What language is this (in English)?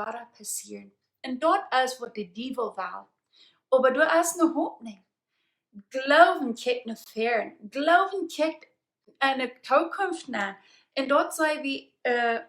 Plautdietsch